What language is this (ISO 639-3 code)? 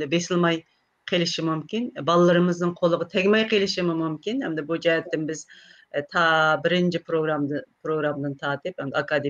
uig